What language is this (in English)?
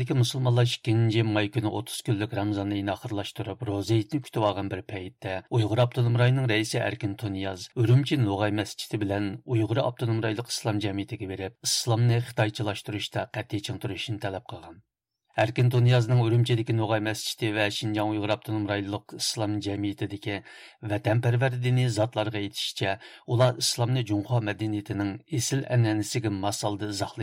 Uyghur